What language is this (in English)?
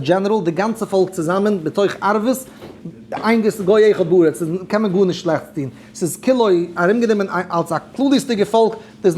Yiddish